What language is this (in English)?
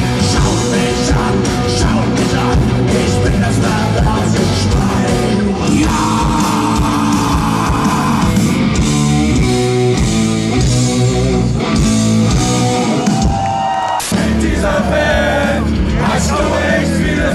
German